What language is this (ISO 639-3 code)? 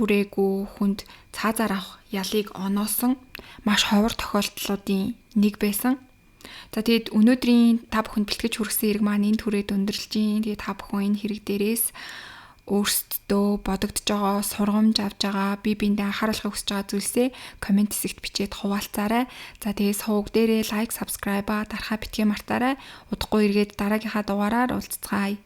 mon